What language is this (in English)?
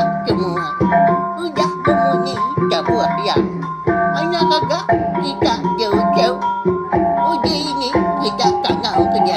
Iban